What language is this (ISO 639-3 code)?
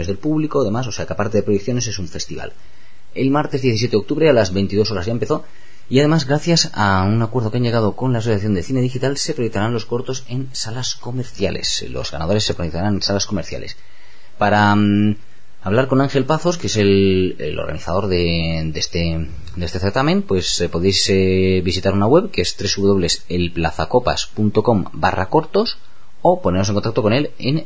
spa